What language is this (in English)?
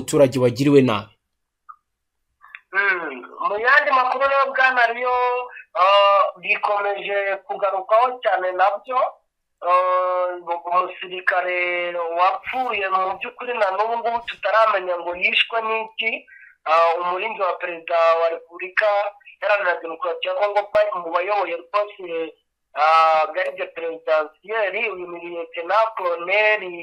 Kinyarwanda